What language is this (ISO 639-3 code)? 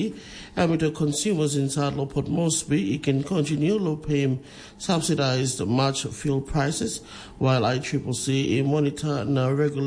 tpi